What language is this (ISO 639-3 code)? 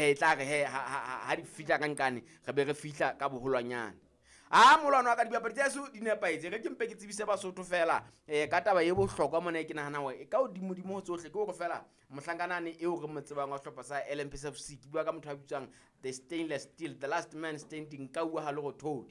sot